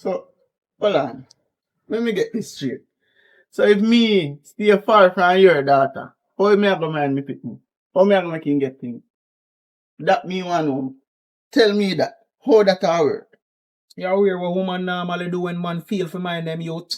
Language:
Jamaican Creole English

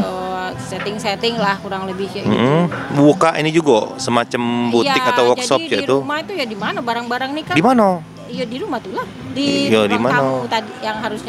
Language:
Musi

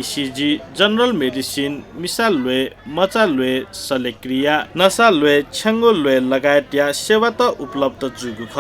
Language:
Newari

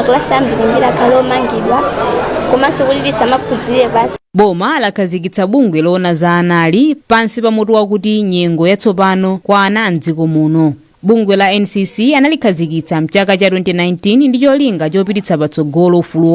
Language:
Nyanja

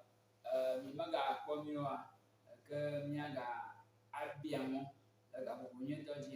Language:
Ewe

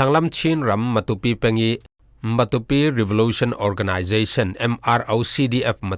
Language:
Falam Chin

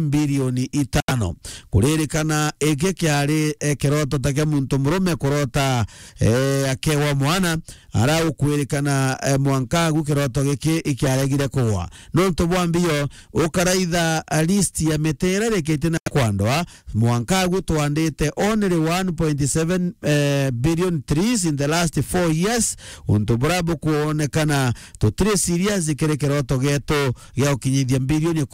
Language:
Meru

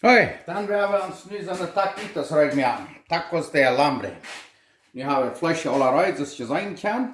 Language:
Plautdietsch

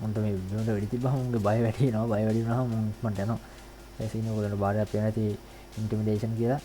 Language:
Sinhala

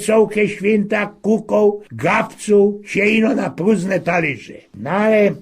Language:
Silesian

